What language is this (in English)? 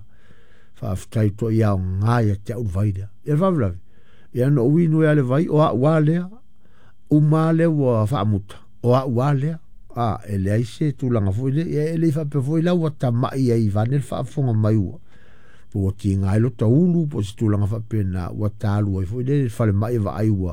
Samoan